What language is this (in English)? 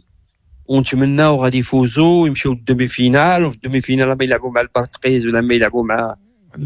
Moroccan Arabic